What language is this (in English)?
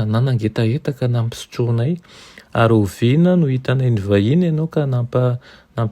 Malagasy